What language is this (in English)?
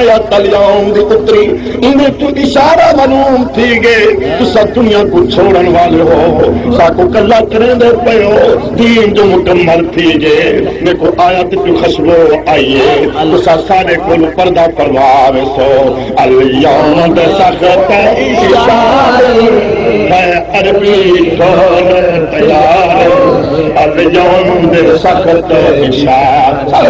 Saraiki